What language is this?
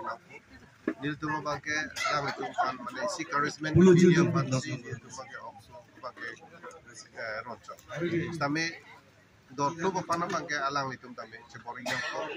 Karbi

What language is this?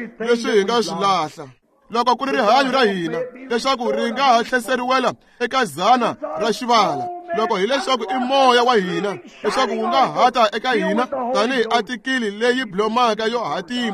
Tsonga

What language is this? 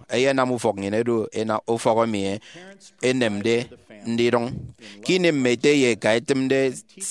Efik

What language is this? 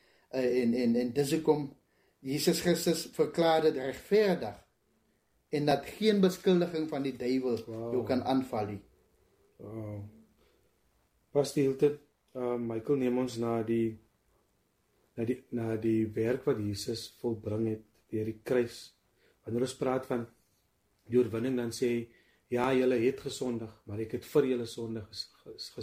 Afrikaans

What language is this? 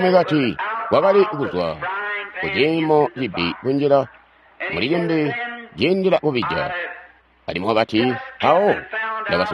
Tonga (Zambia)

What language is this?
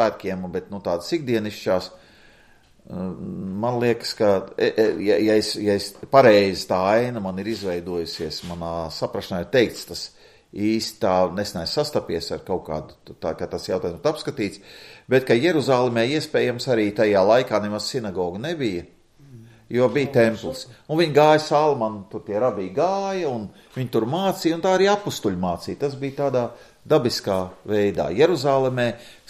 Latvian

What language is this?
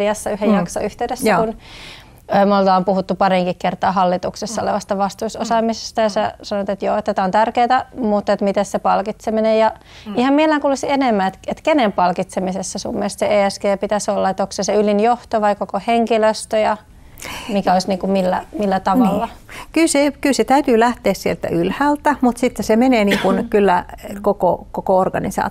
Finnish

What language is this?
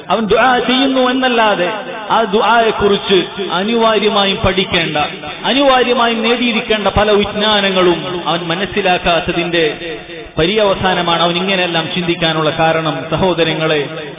Malayalam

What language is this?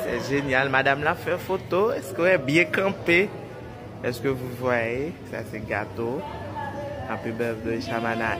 Haitian Creole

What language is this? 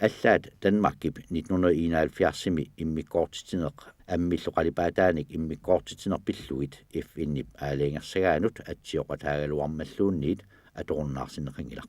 Kalaallisut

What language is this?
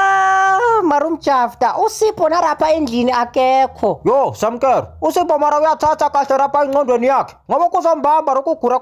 Zulu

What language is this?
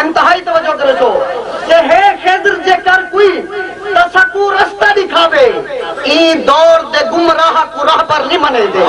Saraiki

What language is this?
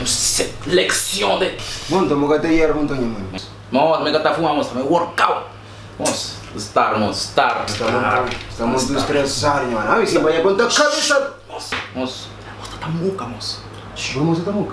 Kabuverdianu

